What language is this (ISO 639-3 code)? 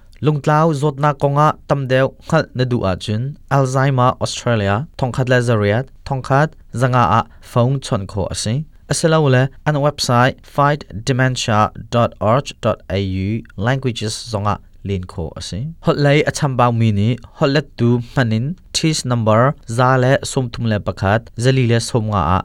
cnh